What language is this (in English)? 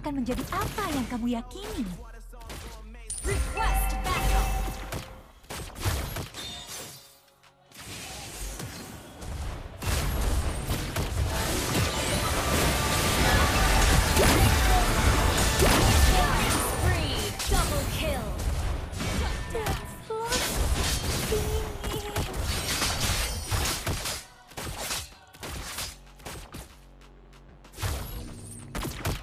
Indonesian